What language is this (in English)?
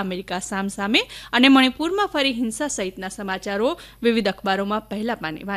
Gujarati